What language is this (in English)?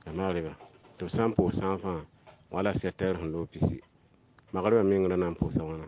Mossi